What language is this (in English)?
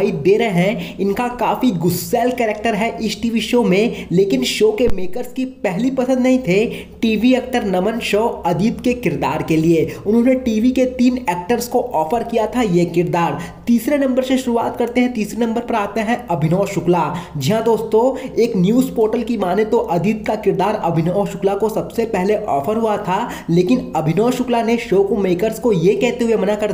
Hindi